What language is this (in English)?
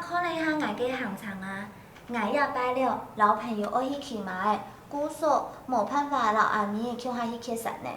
Hakka Chinese